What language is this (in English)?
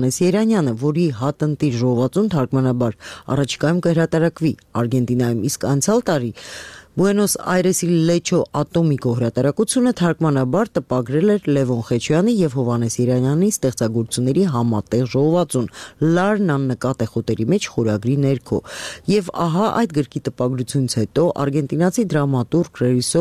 Armenian